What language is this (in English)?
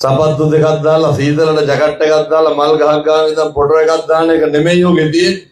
Sinhala